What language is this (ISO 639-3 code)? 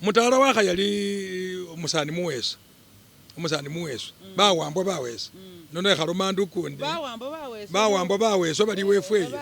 myx